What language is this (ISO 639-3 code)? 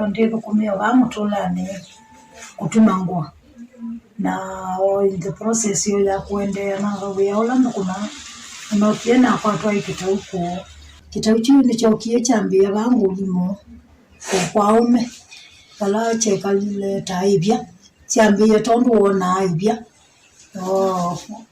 kam